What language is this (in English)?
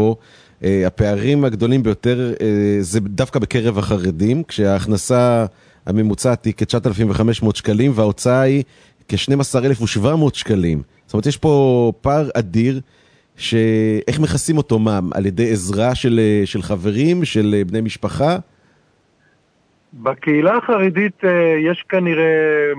Hebrew